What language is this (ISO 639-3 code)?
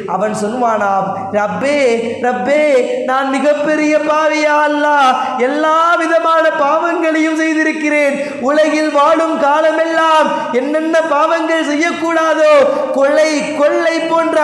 tam